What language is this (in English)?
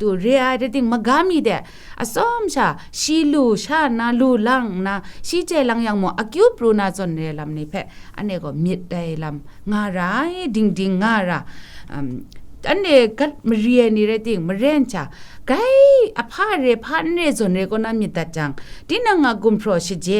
Kachin